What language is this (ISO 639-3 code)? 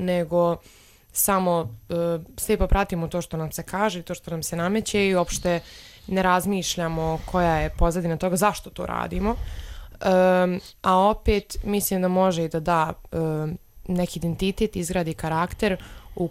srp